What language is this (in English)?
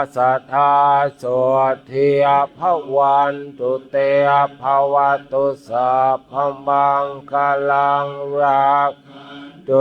Pali